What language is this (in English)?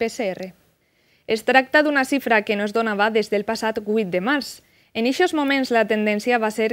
Catalan